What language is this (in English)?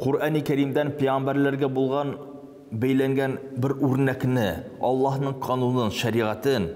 Tatar